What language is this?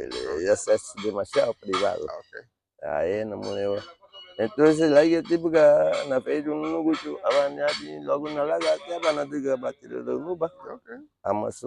Garifuna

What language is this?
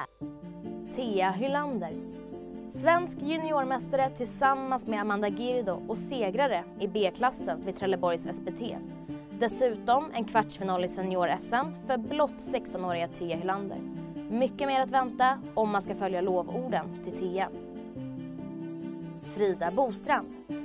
Swedish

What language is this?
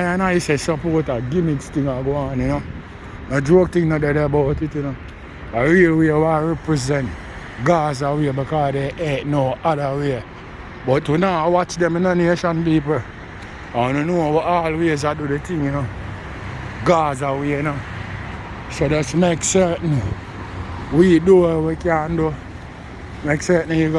Jamaican Creole English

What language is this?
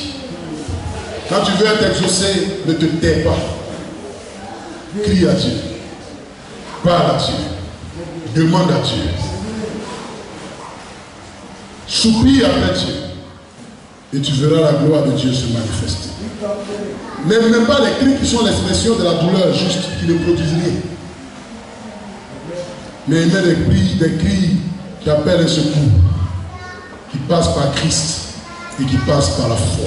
French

